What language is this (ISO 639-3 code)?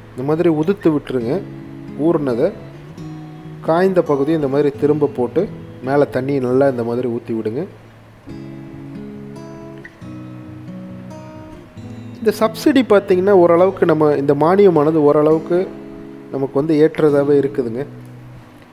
tam